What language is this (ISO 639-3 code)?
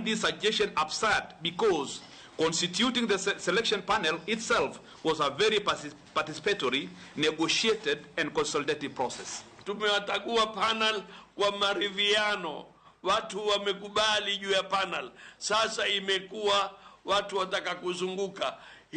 luo